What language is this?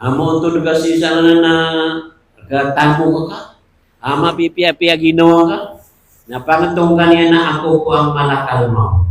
Maranao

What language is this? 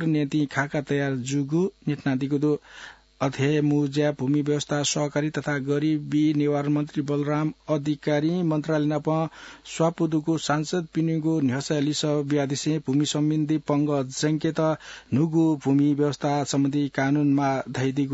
Newari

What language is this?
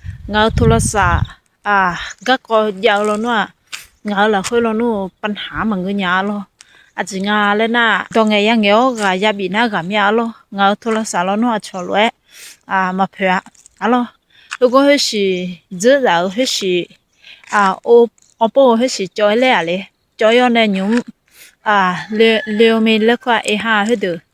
Akha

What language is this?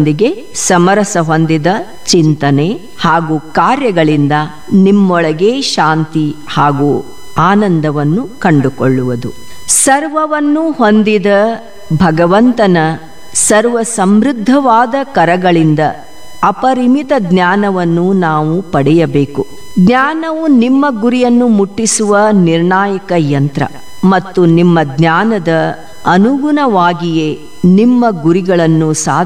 Kannada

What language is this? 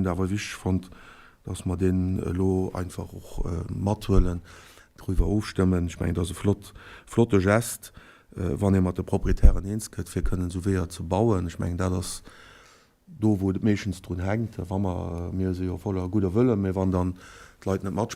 Luxembourgish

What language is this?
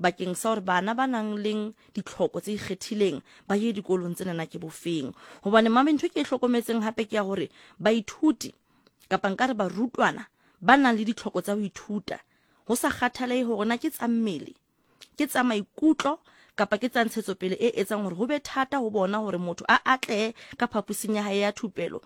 Southern Sotho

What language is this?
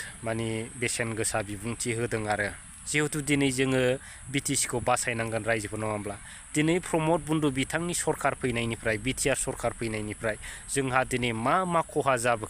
Bodo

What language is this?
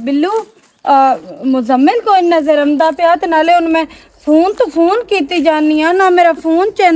Western Panjabi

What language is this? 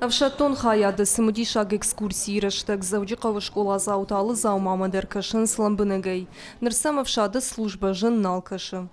Ossetic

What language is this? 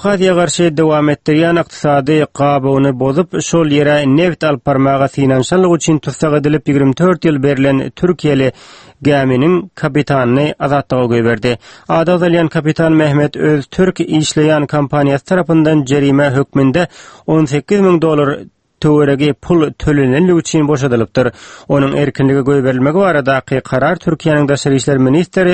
Turkmen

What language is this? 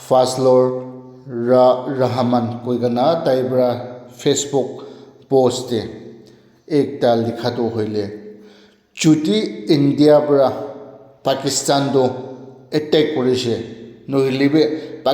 Naga Pidgin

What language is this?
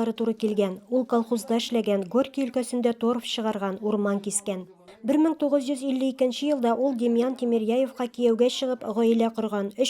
Tatar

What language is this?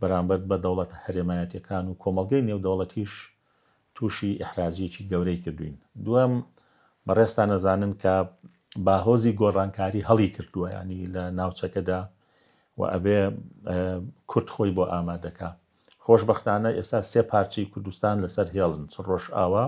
Central Kurdish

